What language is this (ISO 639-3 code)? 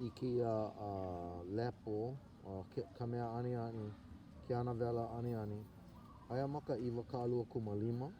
haw